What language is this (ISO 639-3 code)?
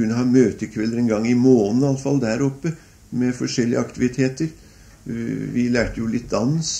nor